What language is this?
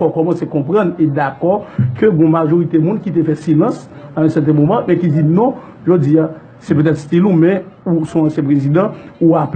Haitian Creole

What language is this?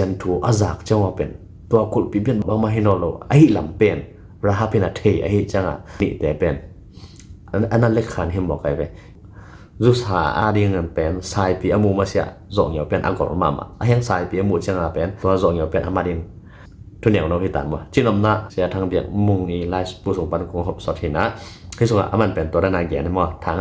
Tedim Chin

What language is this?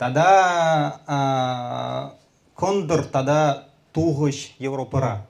Chuvash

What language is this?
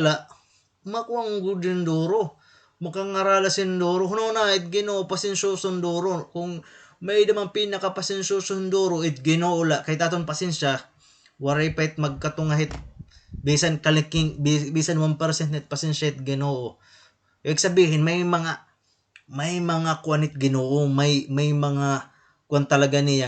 Waray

